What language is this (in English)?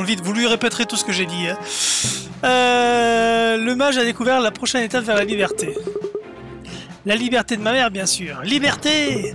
French